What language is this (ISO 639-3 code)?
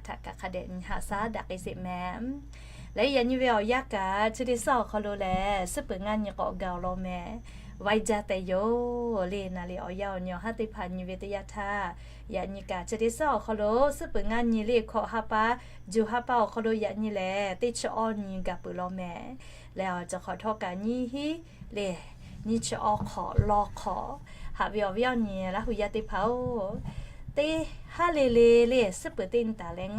lhu